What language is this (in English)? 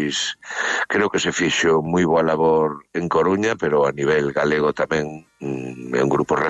Galician